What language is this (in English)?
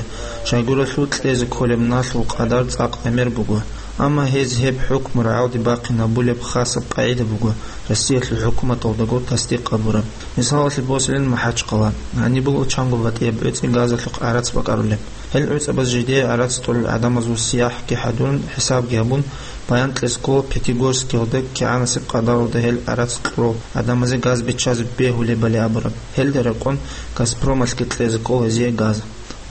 Avaric